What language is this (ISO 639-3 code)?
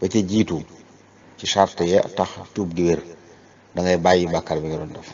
wol